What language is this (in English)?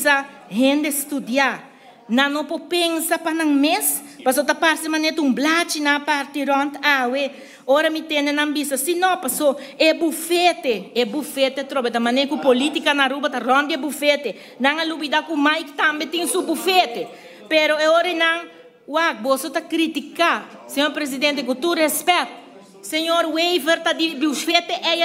Papiamento